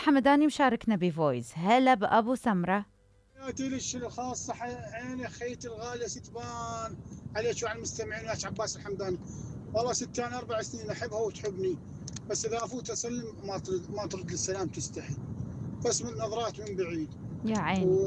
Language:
Mesopotamian Arabic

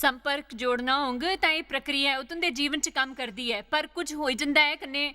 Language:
Dogri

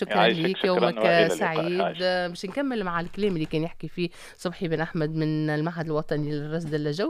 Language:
Tunisian Arabic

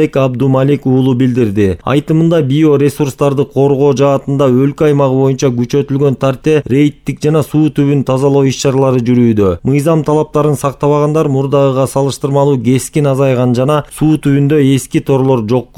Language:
Kyrgyz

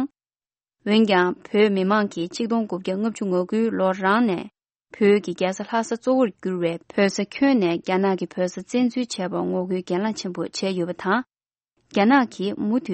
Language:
Tibetan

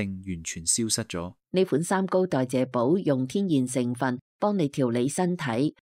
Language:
Cantonese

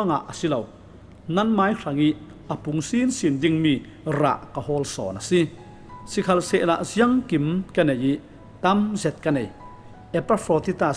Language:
Falam Chin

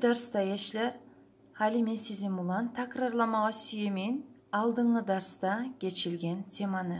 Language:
Kumyk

